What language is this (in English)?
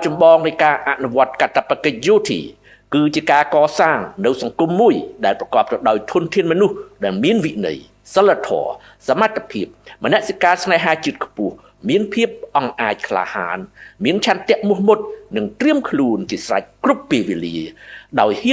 Khmer